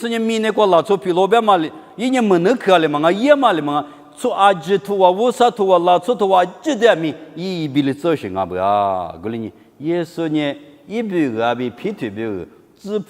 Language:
Lisu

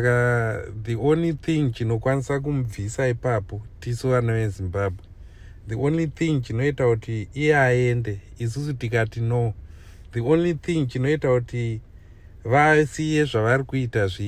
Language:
Shona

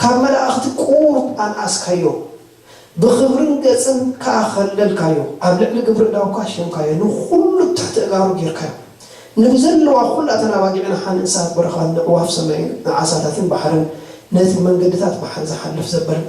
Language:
Tigrinya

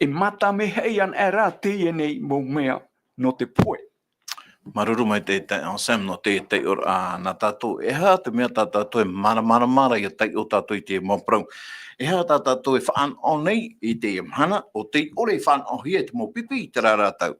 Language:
Tahitian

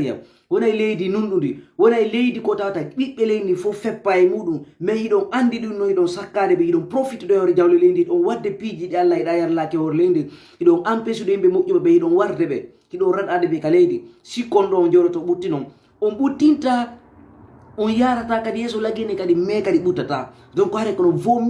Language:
Fula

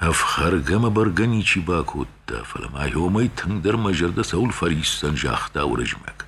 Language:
Ossetic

